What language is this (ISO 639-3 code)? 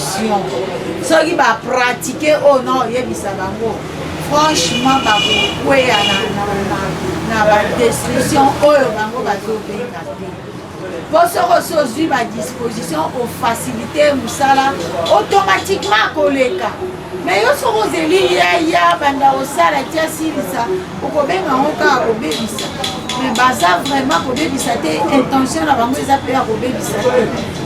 lin